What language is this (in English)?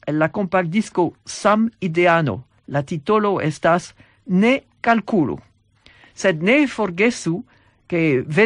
Esperanto